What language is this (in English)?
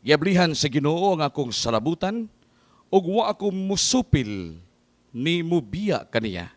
Cebuano